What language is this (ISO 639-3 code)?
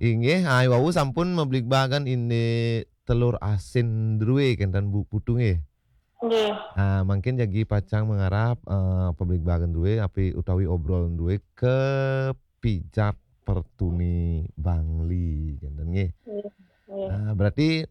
ban